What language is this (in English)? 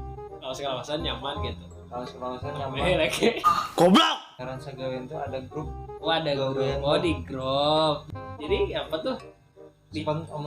Banjar